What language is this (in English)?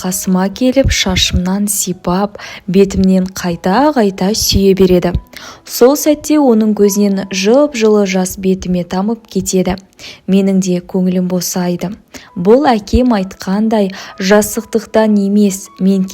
Kazakh